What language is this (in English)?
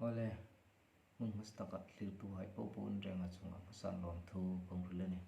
Hmar